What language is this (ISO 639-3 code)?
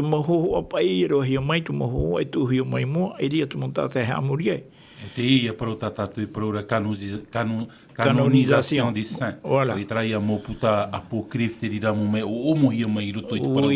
tah